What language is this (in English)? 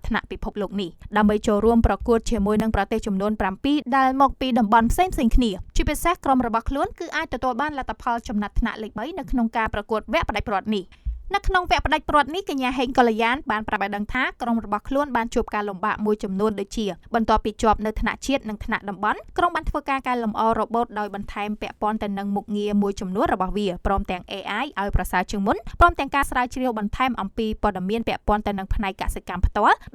Khmer